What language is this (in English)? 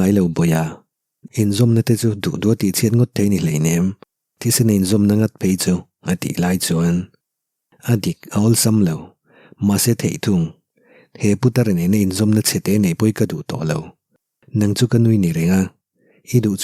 Mizo